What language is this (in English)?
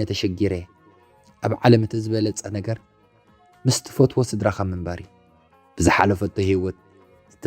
Tigrinya